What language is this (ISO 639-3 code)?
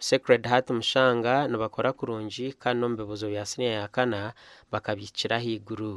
nyn